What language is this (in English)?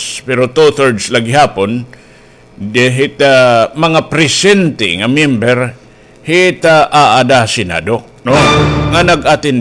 Waray